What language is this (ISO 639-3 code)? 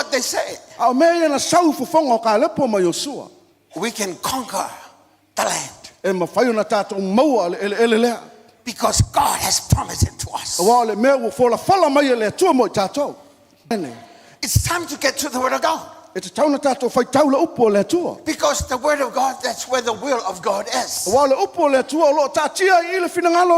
smo